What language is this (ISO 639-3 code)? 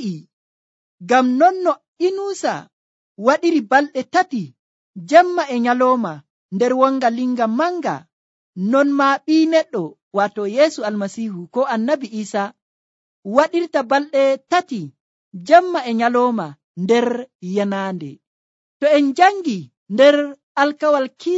fuv